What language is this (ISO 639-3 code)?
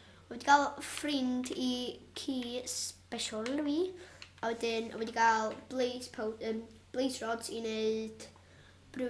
cym